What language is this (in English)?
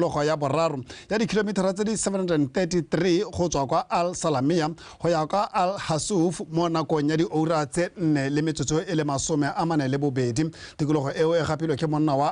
Tswana